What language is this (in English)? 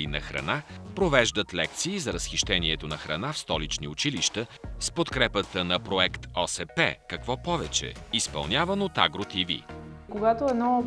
Bulgarian